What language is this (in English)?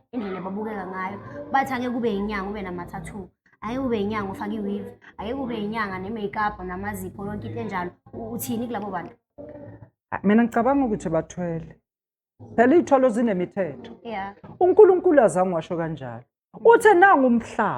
Zulu